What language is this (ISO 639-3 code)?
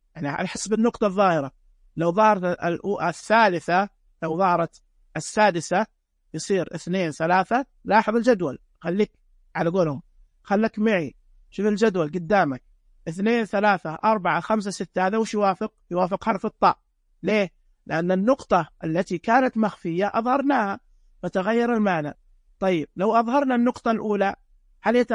ars